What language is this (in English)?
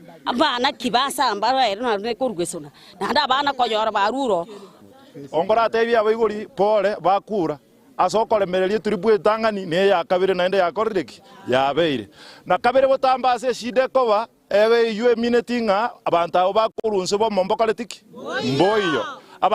Gusii